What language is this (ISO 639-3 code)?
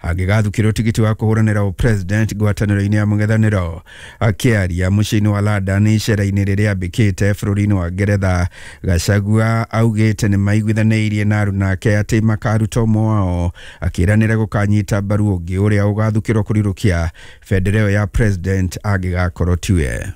kik